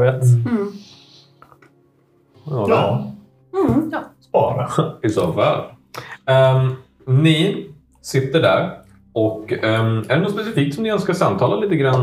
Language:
Swedish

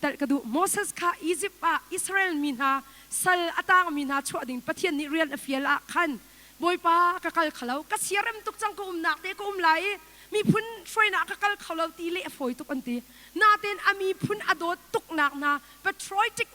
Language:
Hakha Chin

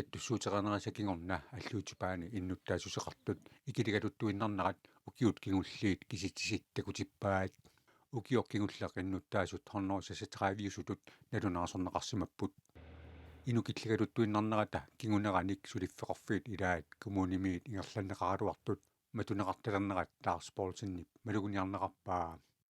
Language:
Kalaallisut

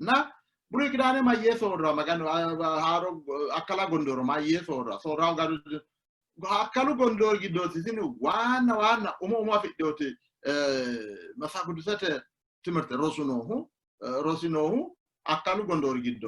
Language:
Sidamo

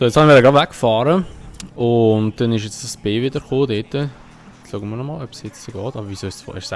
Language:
Swiss German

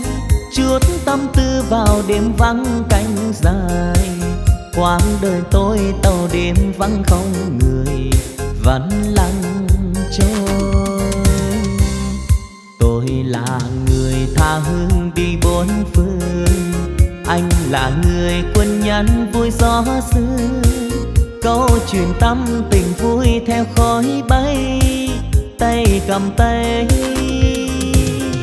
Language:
Vietnamese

